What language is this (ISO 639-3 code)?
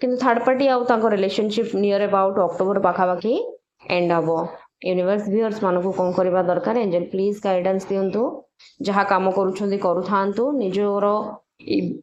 ori